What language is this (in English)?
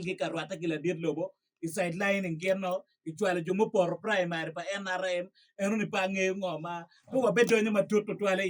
Acoli